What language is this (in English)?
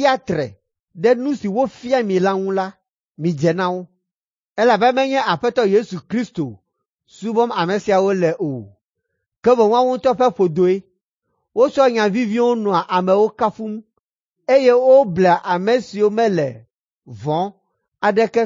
Ewe